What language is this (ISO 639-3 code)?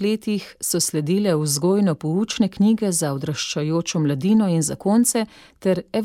slv